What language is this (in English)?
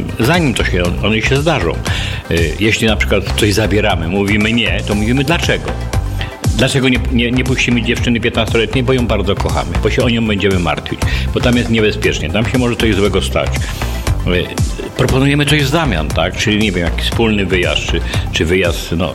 Polish